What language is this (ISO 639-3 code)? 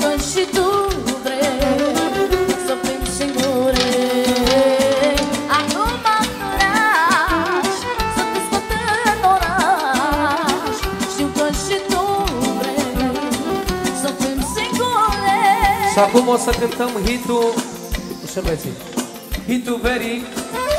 ron